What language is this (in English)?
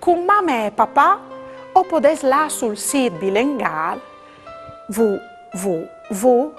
Friulian